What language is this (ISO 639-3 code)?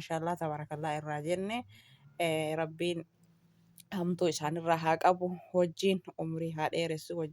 orm